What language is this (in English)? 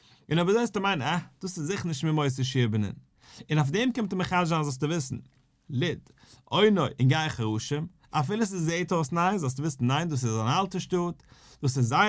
Yiddish